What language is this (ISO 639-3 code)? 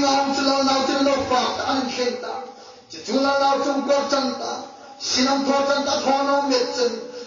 hmr